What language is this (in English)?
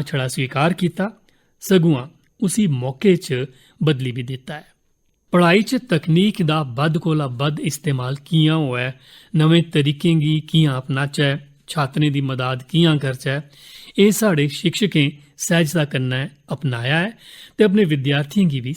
Dogri